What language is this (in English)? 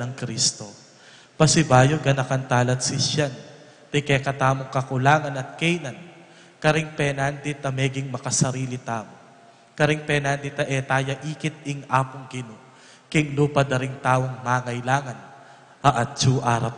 Pampanga